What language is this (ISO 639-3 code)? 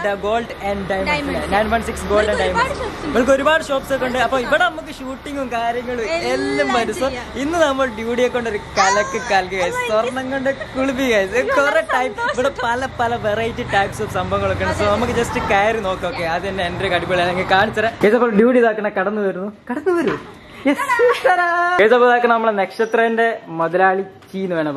mal